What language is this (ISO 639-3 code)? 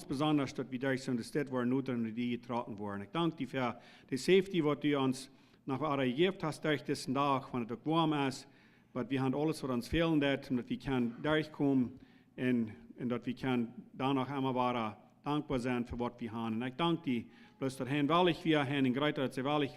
pdt